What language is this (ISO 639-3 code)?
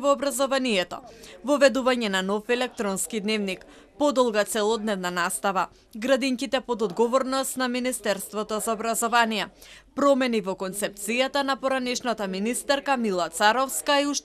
mkd